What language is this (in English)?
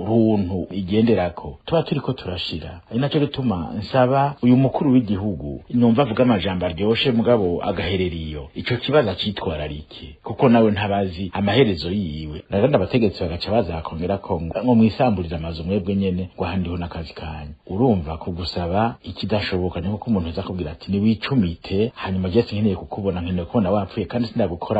Rundi